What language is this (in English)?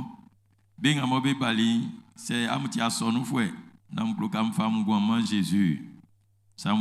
Baoulé